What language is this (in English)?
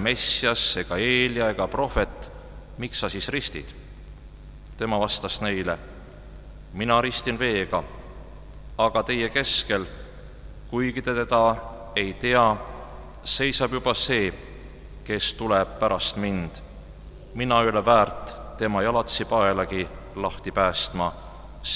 Estonian